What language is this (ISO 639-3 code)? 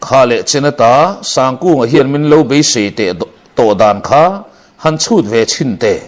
lus